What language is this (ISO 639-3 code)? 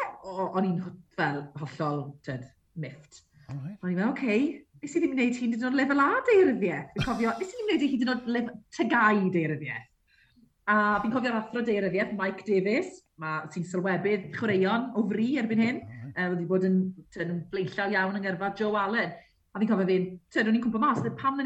cym